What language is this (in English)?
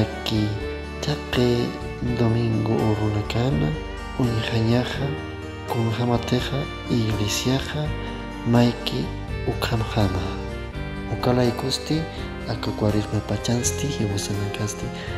Aymara